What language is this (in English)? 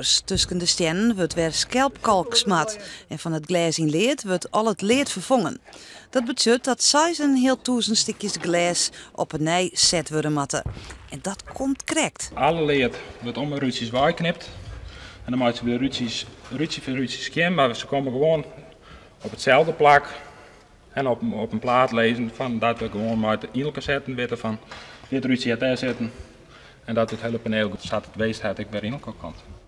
Western Frisian